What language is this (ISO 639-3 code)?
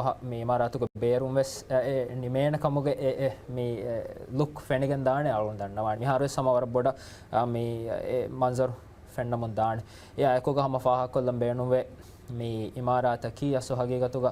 div